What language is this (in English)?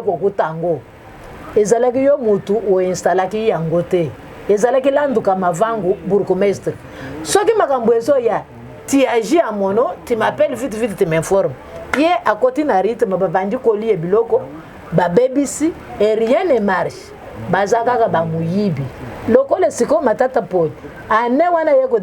Lingala